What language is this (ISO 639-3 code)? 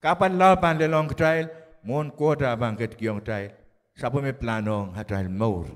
pon